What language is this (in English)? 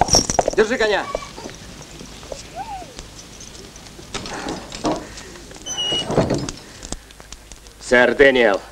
Russian